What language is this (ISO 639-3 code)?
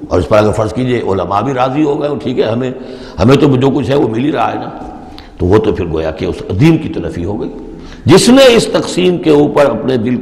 urd